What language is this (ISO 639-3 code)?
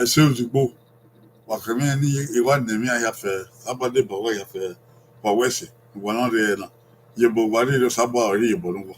bin